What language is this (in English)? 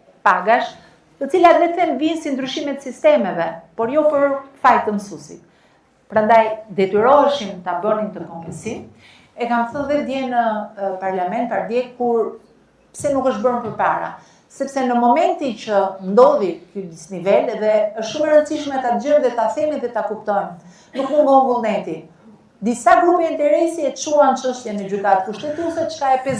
Albanian